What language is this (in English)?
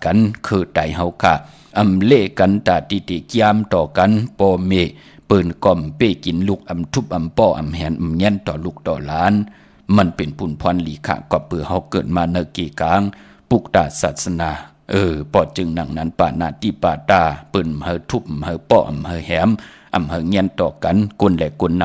Shan